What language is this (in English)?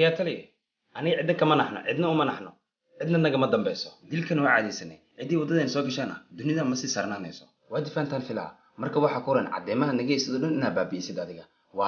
Somali